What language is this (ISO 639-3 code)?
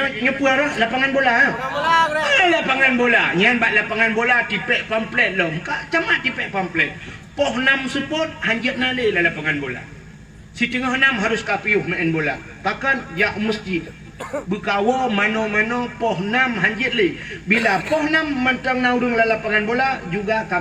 ace